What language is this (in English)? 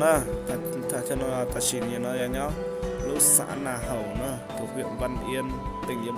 Hmong